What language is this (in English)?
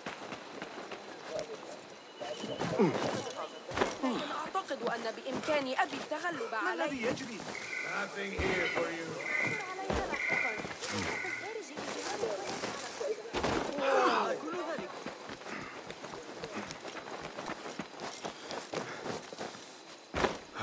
Arabic